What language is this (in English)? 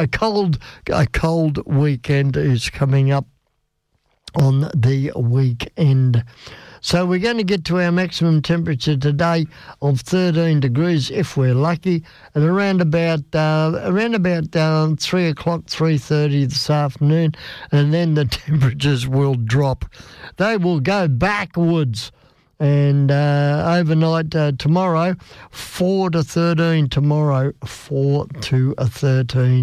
English